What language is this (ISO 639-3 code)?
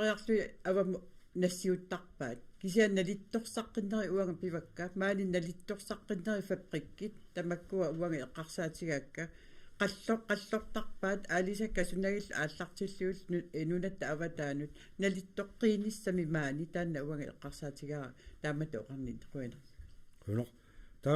kal